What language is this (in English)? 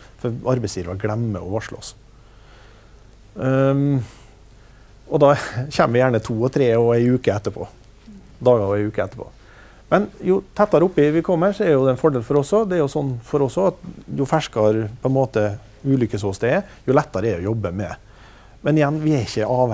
Norwegian